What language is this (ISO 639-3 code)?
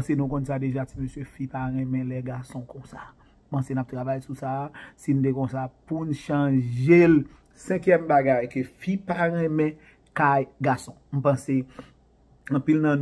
hat